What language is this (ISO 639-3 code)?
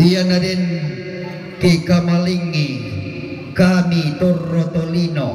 sda